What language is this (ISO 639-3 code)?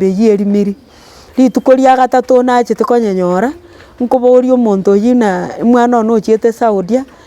guz